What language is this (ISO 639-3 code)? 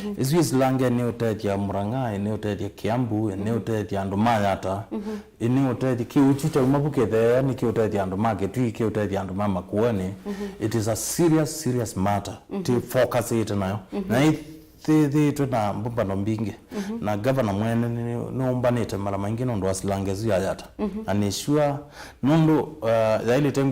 kam